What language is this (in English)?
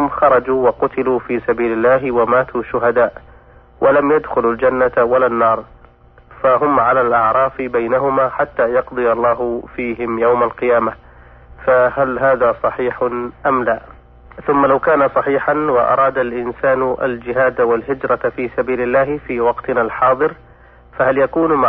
Arabic